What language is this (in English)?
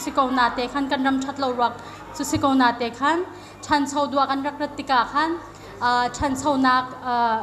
Hakha Chin